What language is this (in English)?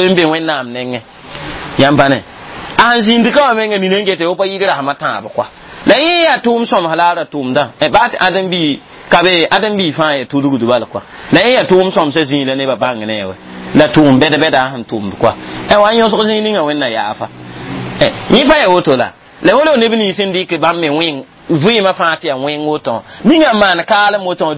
Mossi